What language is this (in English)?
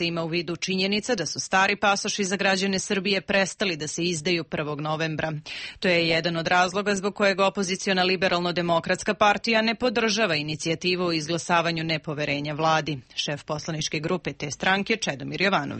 Serbian